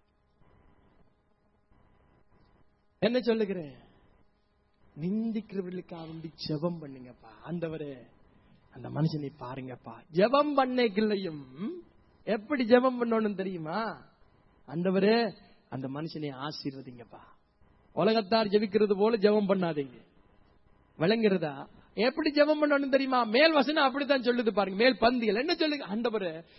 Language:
Tamil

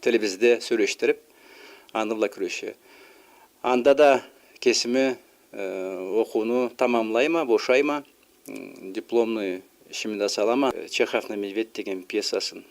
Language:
Karachay-Balkar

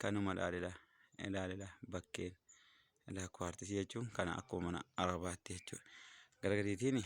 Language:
Oromo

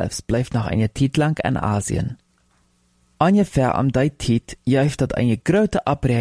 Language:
Plautdietsch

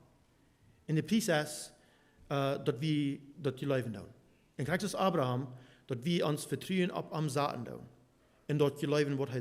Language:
Plautdietsch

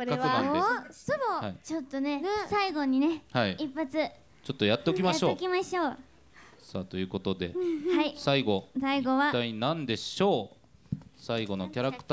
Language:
Japanese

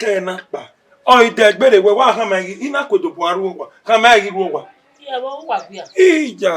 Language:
Bini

